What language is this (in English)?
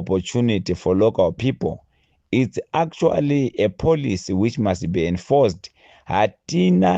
Shona